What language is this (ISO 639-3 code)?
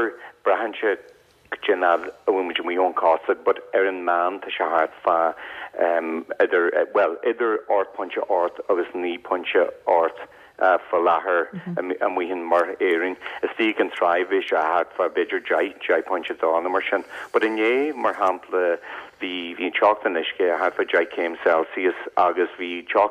gle